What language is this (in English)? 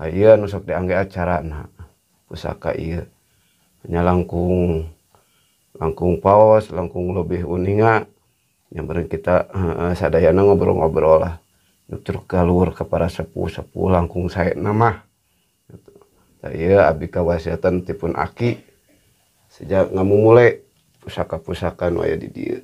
Sundanese